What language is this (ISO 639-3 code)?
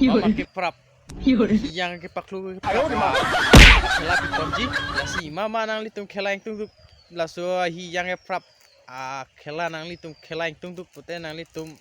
mjw